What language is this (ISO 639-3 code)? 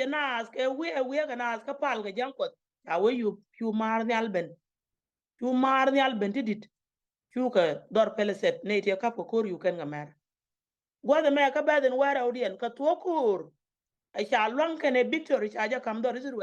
nus